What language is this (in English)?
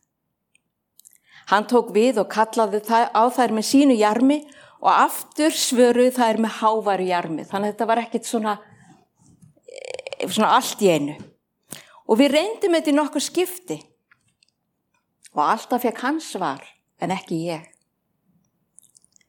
Icelandic